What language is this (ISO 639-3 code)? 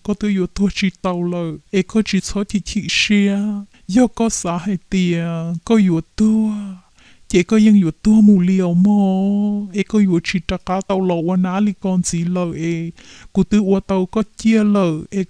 hmn